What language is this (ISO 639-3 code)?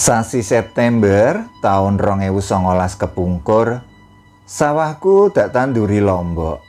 jav